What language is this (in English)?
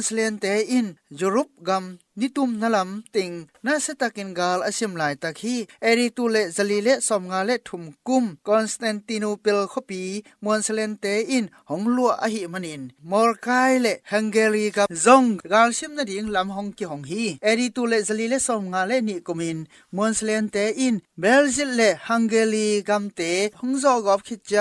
Tedim Chin